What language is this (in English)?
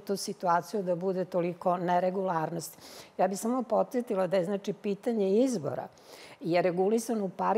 Serbian